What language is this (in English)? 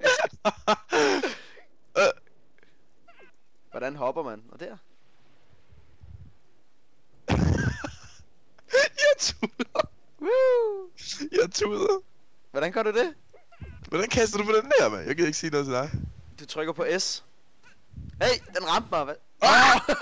Danish